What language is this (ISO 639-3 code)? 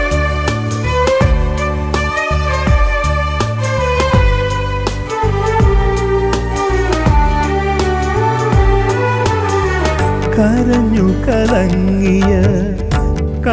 mal